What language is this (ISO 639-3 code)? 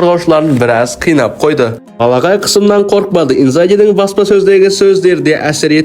kaz